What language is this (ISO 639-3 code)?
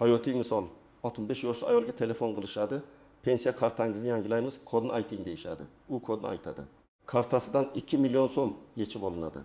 uzb